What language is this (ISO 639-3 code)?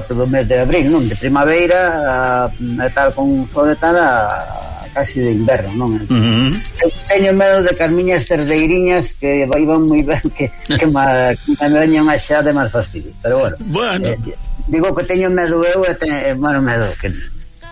glg